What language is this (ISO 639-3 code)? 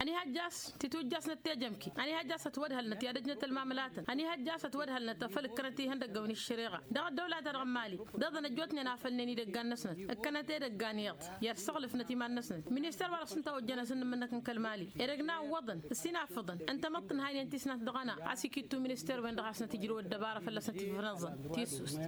taq